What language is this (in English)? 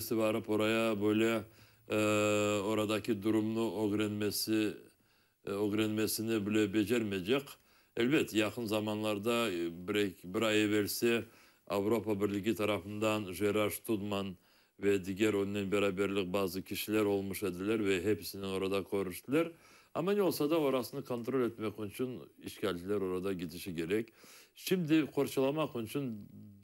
Crimean Tatar